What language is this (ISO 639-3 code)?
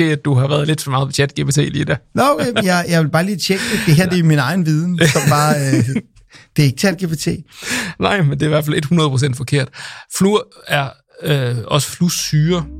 dan